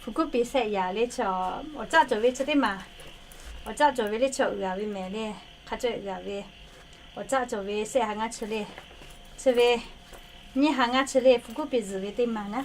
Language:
Lahu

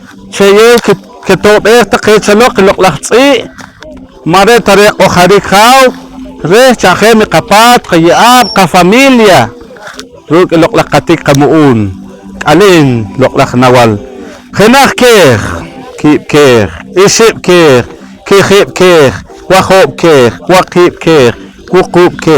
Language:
Poqomchi'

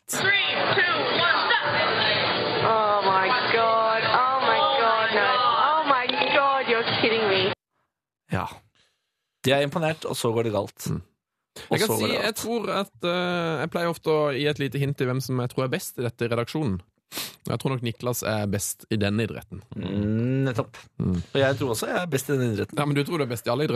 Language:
Norwegian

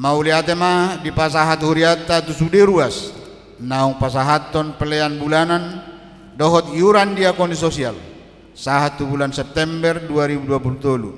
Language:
Batak Toba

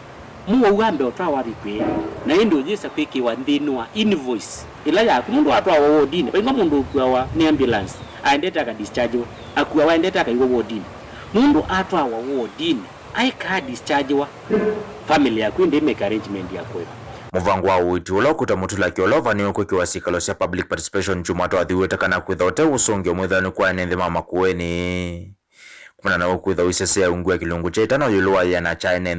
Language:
Kamba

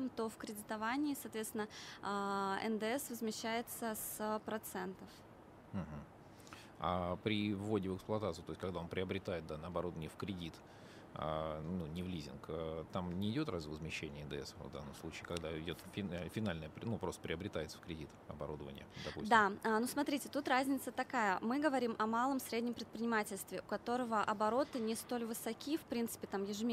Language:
Russian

